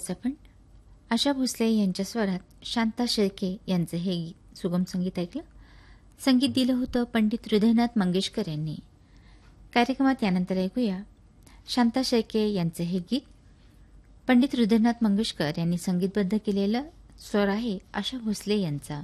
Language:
Marathi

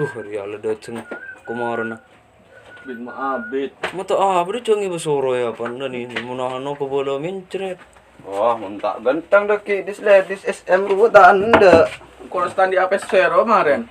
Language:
Madurese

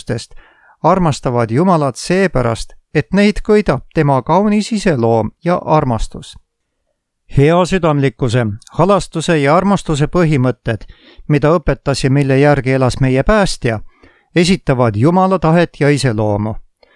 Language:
Estonian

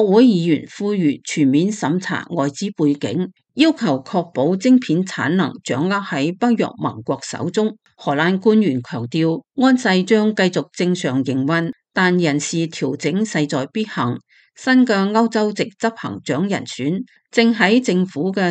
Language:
Cantonese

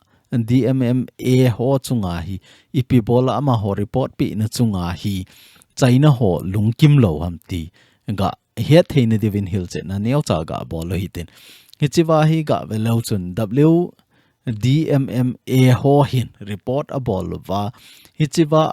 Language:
Thado Chin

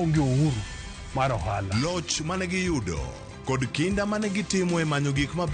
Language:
Luo (Kenya and Tanzania)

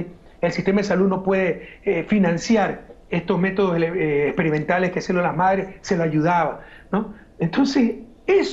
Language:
Spanish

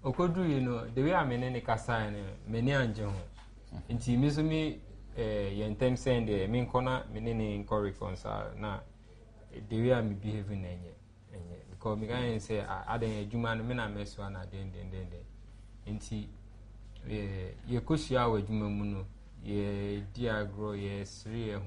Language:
Akan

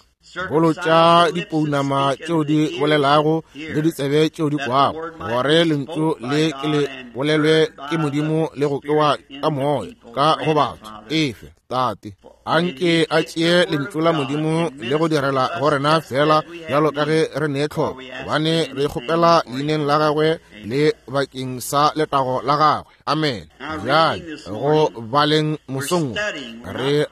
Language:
Northern Sotho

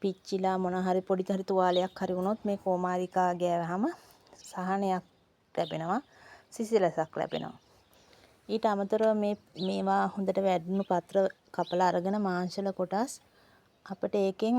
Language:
Sinhala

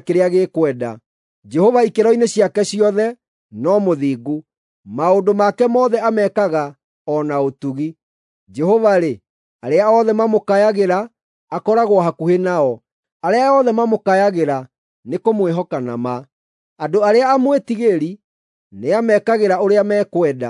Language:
Kikuyu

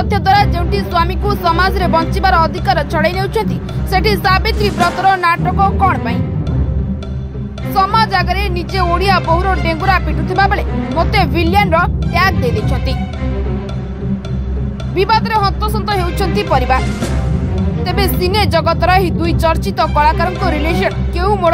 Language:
Odia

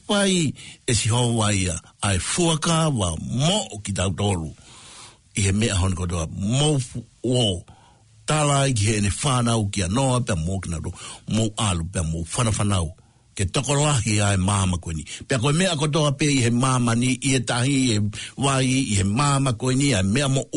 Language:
Tongan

